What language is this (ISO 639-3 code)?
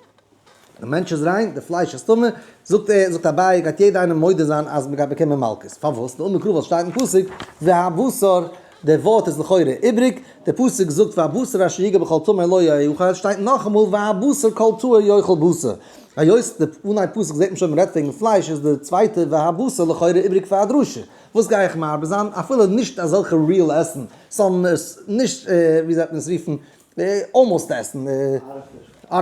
yid